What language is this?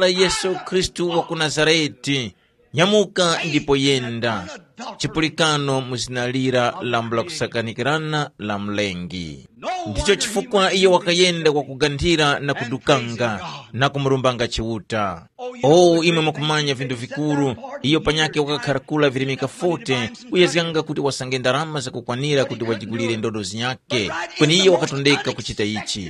Tumbuka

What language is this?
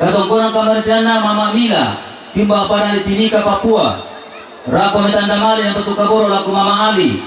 Toraja-Sa'dan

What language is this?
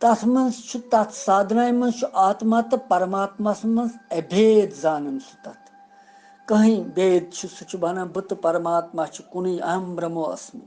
Kashmiri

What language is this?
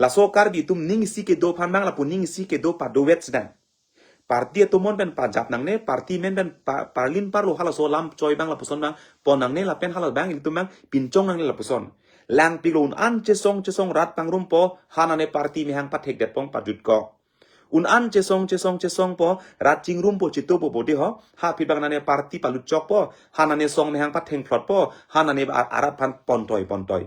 Karbi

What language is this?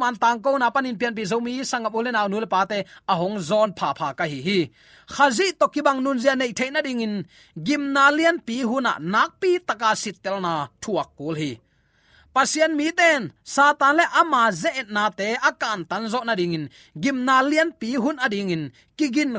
Tedim Chin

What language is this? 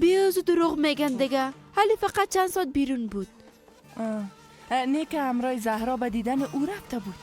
Persian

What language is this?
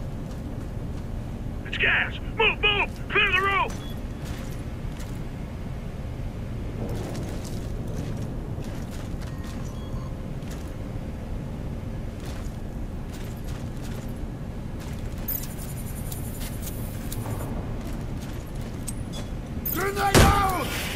English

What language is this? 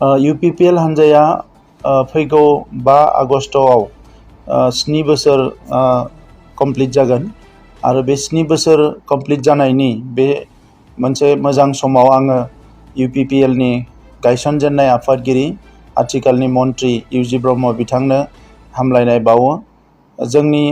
Bodo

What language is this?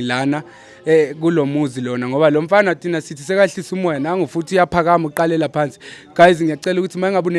Zulu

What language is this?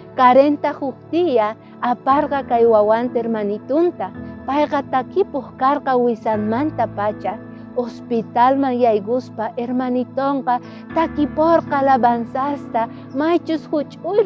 South Bolivian Quechua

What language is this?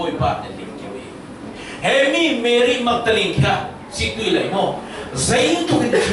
Falam Chin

